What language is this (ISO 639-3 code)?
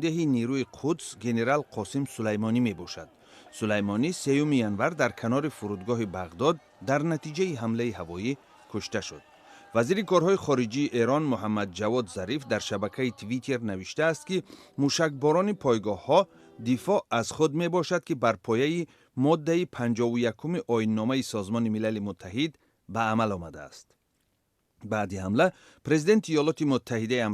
tgk